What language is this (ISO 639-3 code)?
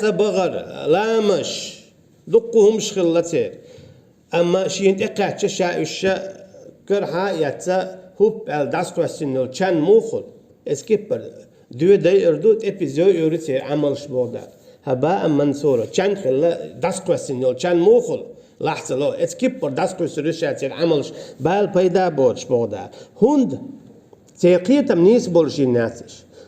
che